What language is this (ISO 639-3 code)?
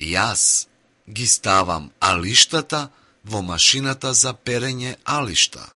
mkd